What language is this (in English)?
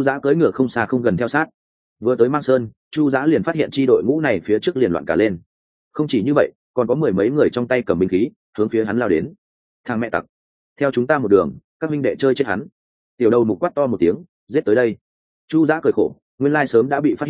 Vietnamese